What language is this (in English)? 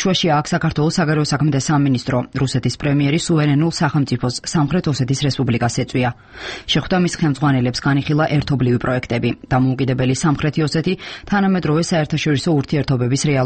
Georgian